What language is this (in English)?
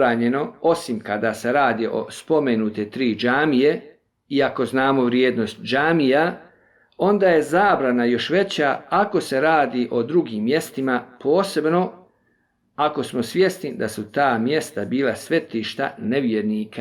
Bosnian